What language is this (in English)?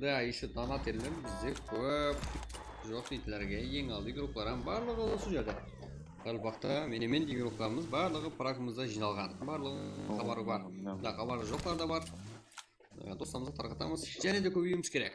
Kara-Kalpak